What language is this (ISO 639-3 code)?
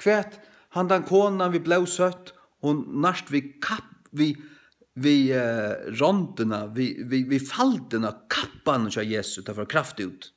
fao